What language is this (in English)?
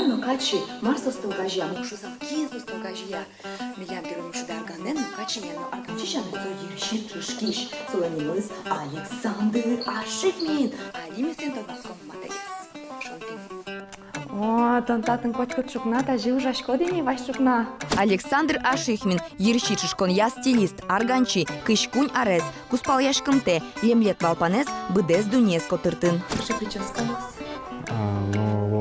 Udmurt